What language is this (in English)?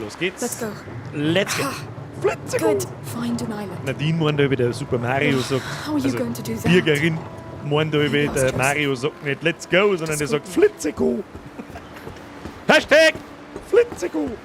Bavarian